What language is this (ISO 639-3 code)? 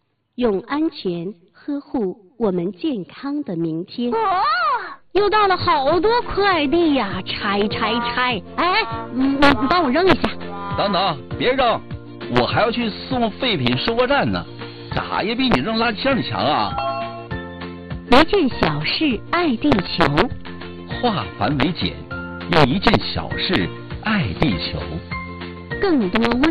zho